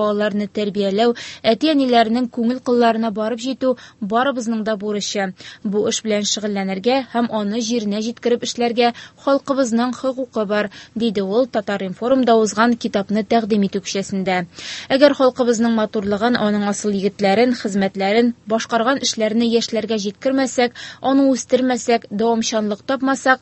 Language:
Tatar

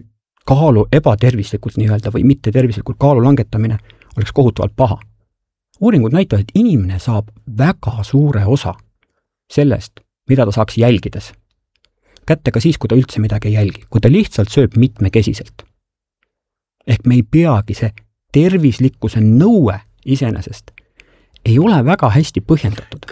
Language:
Estonian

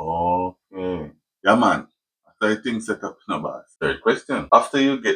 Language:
Jamaican Creole English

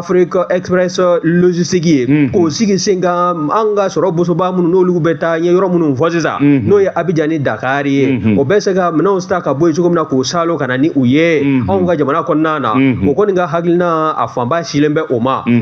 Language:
Bambara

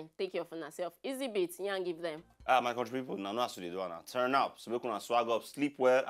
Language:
Nigerian Pidgin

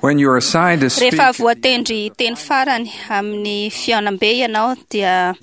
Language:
Malagasy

